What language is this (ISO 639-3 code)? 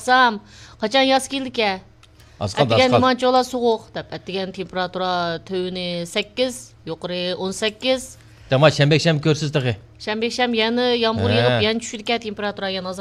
uig